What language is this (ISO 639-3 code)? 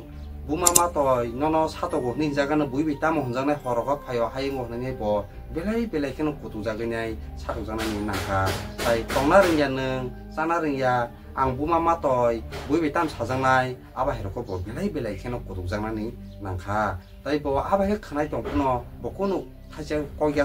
trp